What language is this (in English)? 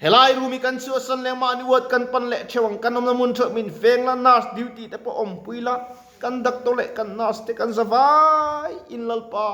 Mizo